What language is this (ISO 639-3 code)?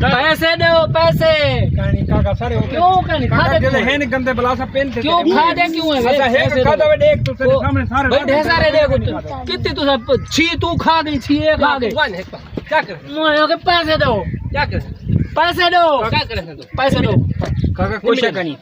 skr